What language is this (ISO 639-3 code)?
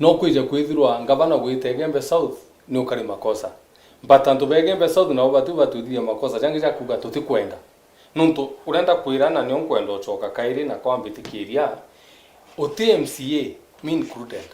mer